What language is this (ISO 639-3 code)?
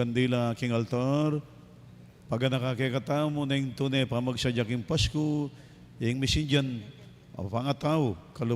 pam